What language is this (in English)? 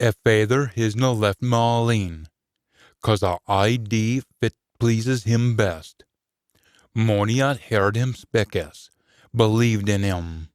Scots